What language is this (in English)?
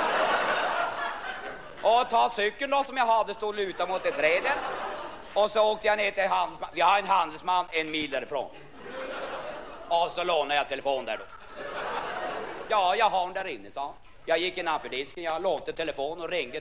Swedish